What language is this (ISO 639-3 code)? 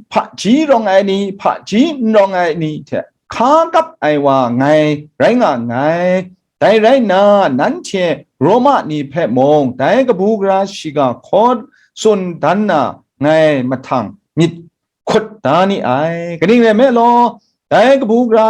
kac